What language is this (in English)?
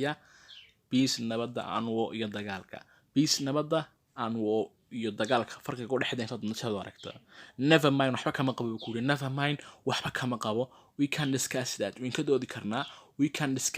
Somali